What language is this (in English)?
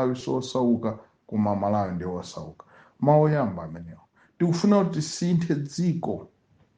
Nyanja